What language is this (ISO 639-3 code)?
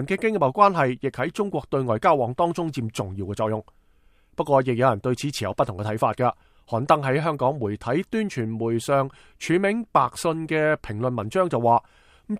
yue